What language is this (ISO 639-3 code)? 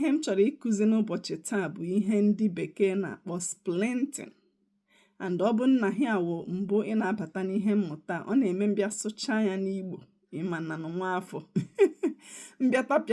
ibo